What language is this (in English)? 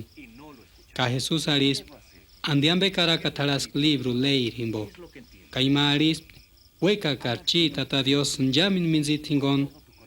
Purepecha